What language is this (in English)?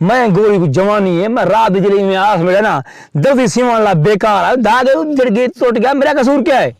Saraiki